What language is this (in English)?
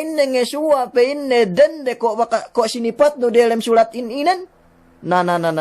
Yakan